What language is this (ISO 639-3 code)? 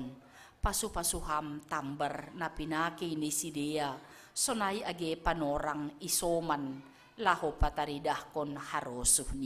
bts